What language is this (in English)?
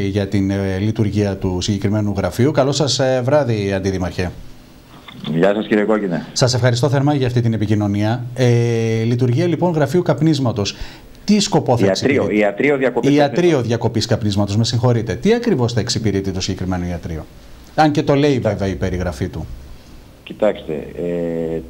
Greek